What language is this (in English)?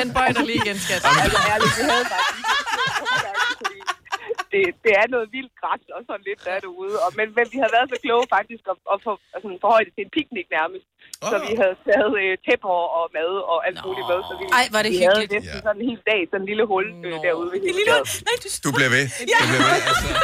Danish